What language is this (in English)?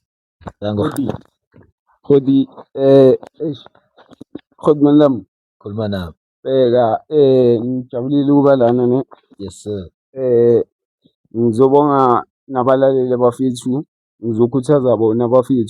Zulu